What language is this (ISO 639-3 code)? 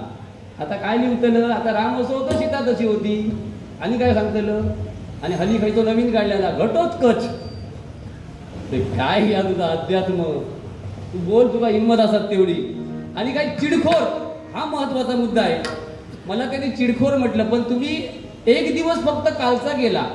mar